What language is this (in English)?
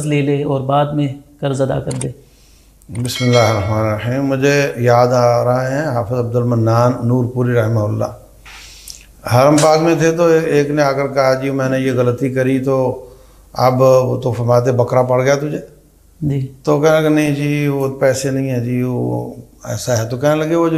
Urdu